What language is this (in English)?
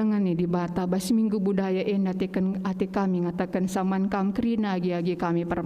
Batak Karo